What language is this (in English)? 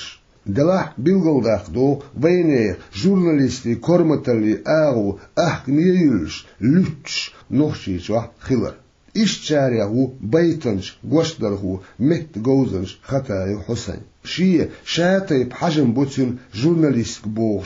Chechen